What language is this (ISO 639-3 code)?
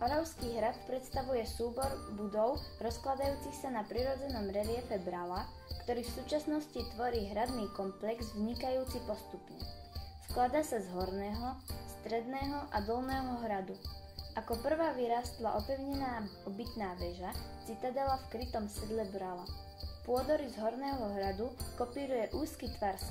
slk